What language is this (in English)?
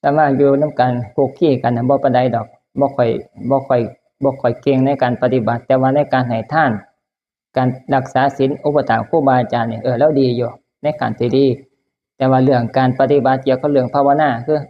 Northeastern Thai